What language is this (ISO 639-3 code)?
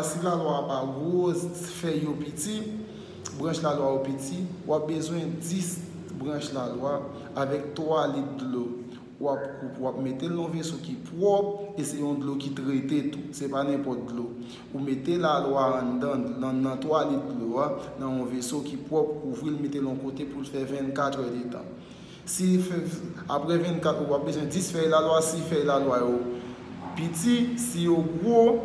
hat